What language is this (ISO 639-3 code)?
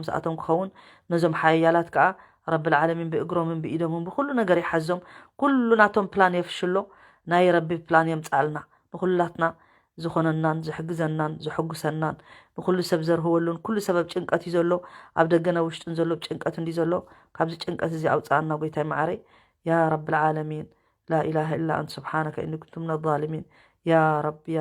tir